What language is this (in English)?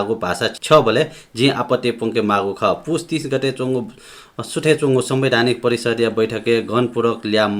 Newari